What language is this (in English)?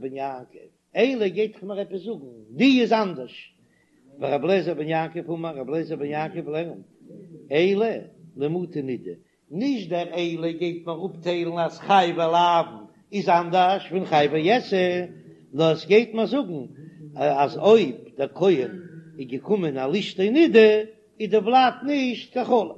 Yiddish